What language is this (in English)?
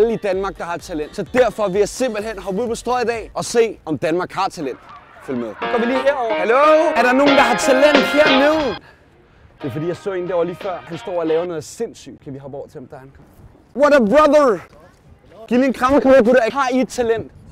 Danish